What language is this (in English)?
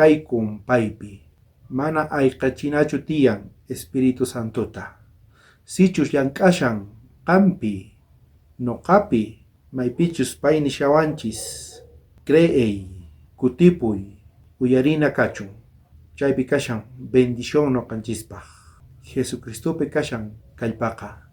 South Bolivian Quechua